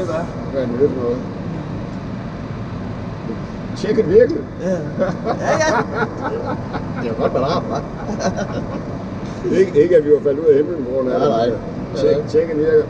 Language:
Danish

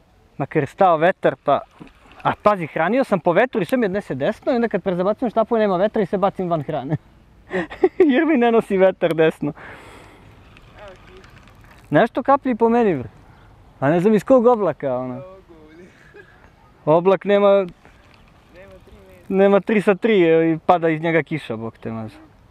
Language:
Serbian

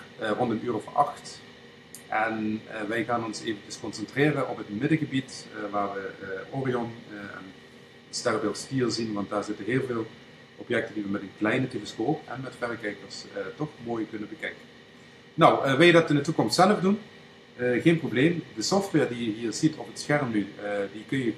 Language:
Dutch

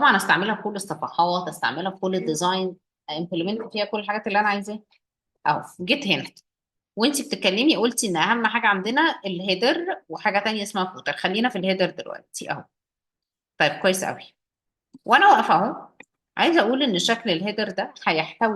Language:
Egyptian Arabic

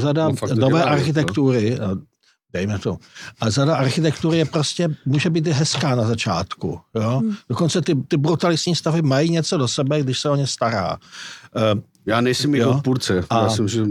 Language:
Czech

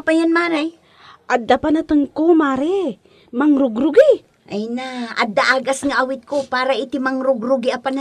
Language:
Iloko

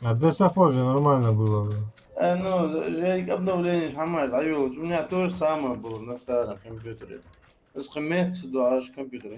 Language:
Ingush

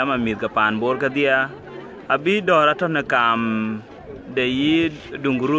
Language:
Dinka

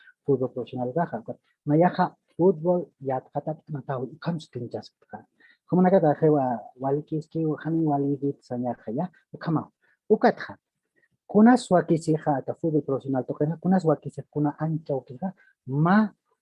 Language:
Aymara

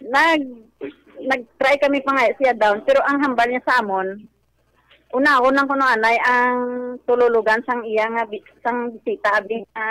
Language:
Hiligaynon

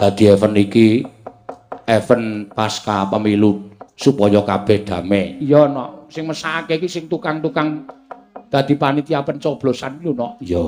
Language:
Javanese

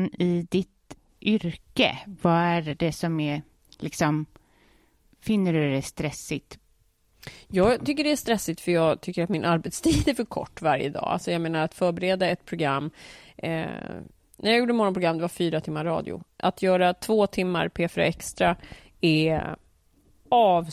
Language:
Swedish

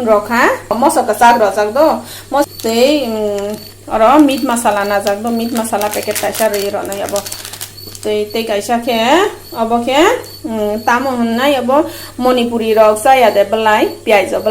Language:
Kok Borok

